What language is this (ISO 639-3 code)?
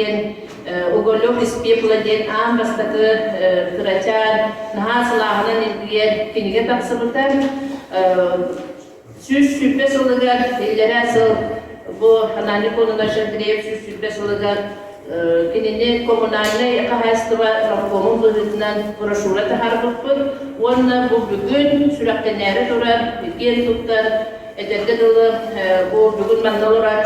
sah